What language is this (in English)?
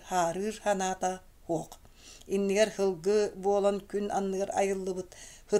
Yakut